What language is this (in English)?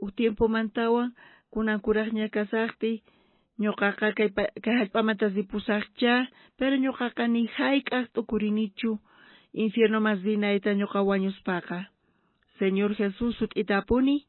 South Bolivian Quechua